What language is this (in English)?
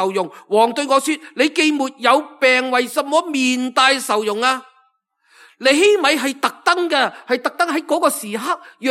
Cantonese